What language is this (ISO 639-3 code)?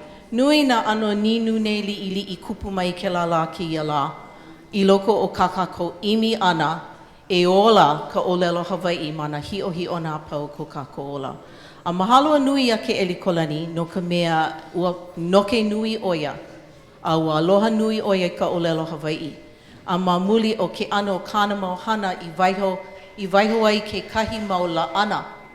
haw